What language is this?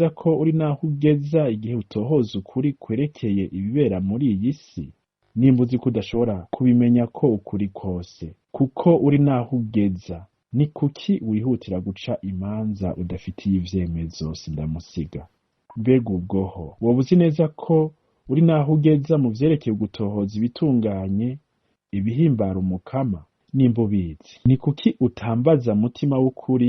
Rundi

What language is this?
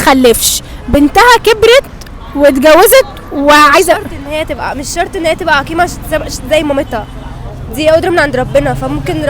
Egyptian Arabic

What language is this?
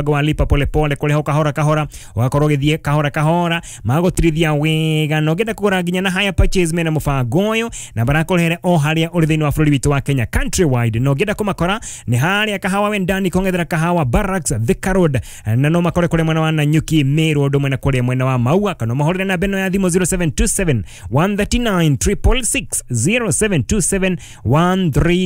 Kikuyu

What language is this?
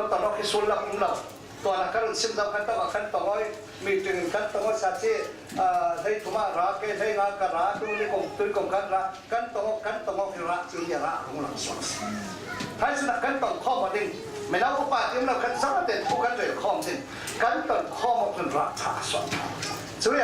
Falam Chin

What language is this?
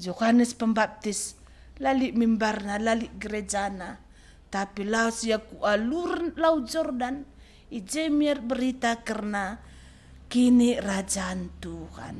Batak Karo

